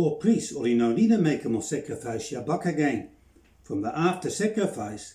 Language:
Bislama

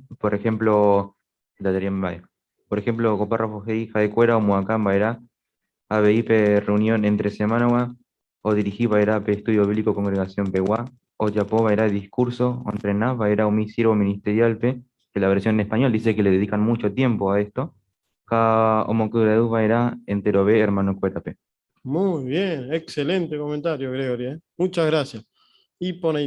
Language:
Guarani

